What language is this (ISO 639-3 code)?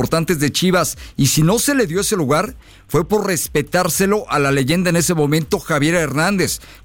spa